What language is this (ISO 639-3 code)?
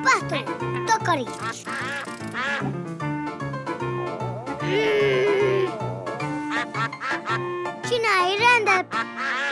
hun